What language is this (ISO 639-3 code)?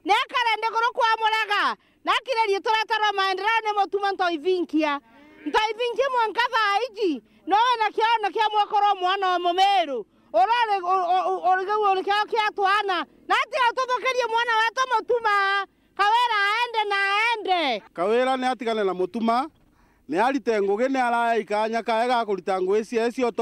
mer